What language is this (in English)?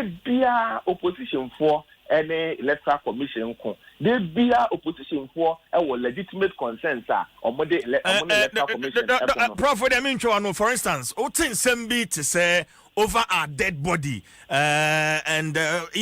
Akan